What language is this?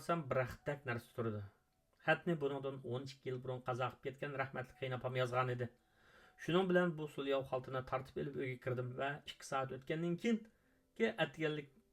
Uyghur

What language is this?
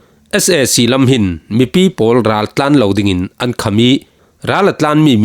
Falam Chin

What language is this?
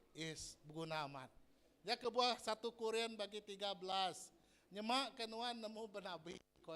Iban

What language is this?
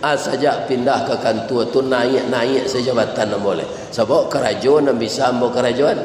Minangkabau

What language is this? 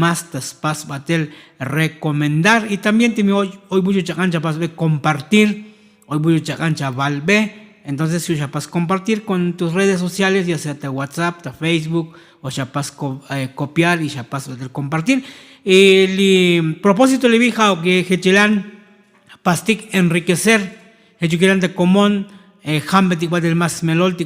Tzotzil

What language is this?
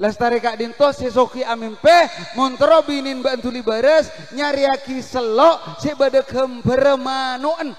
Madurese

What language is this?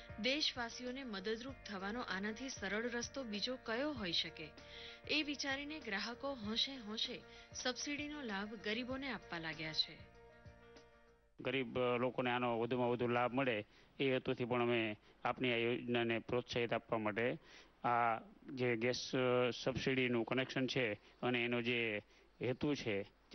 Gujarati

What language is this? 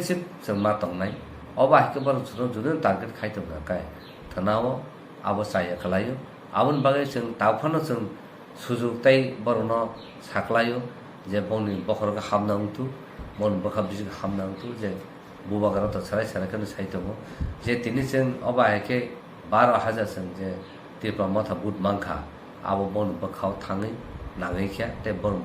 Kok Borok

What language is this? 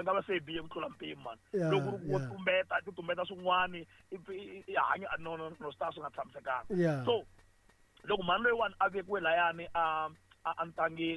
Tsonga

